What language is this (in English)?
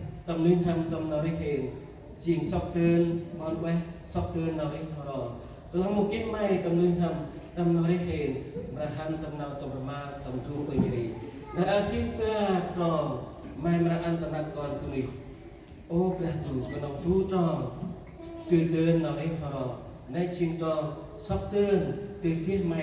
Central Mnong